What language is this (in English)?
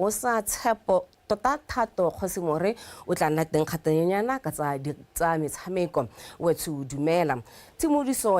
Tswana